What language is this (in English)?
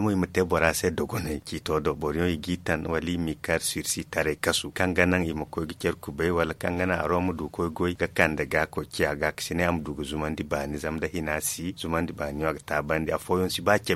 Zarma